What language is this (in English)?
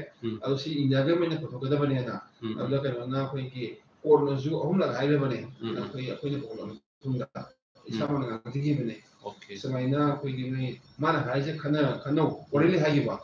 Manipuri